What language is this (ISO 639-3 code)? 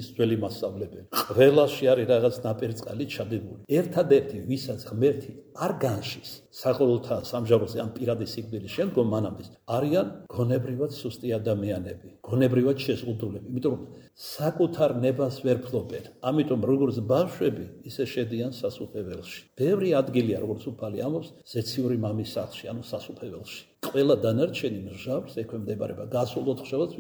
kat